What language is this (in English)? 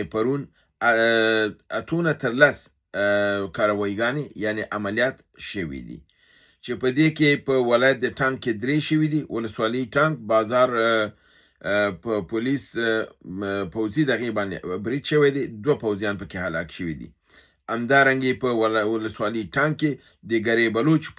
Pashto